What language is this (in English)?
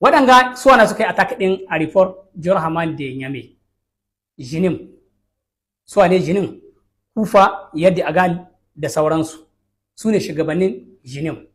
Hausa